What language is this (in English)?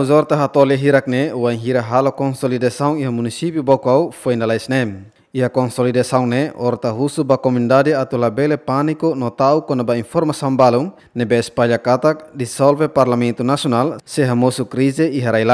Tetum